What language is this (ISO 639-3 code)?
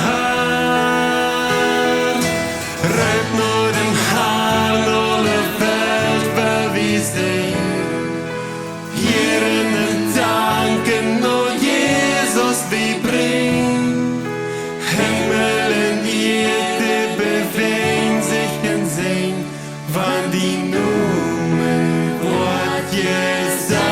pdt